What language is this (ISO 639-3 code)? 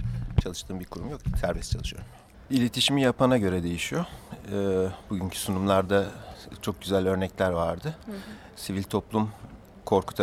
tur